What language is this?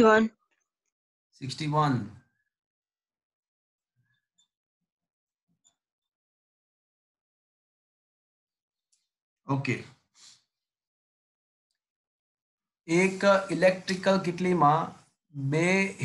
Gujarati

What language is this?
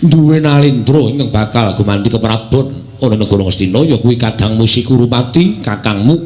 Javanese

